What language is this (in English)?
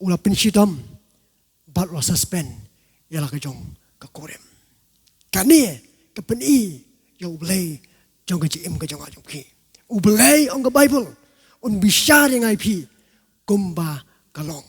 Khasi